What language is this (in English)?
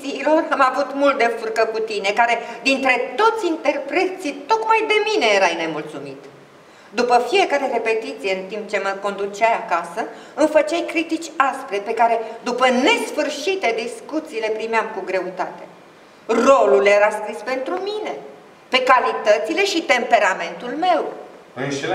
Romanian